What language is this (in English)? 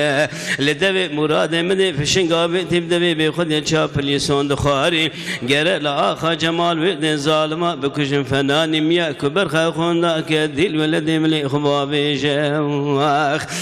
Kurdish